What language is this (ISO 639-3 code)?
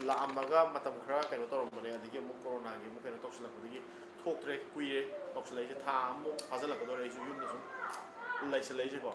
mni